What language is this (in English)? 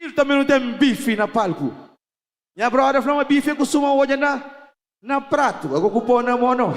Kabuverdianu